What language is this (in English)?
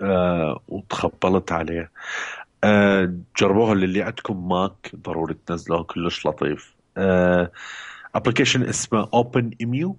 Mesopotamian Arabic